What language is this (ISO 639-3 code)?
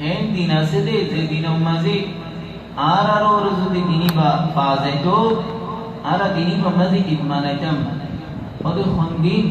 rhg